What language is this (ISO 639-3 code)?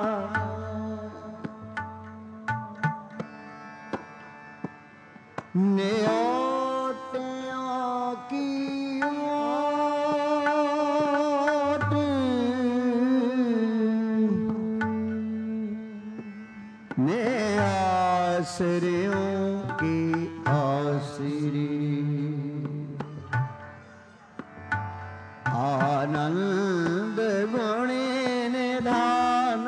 pan